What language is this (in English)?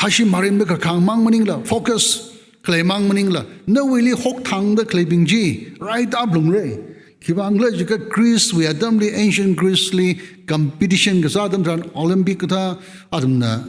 Tangkhul Naga (India)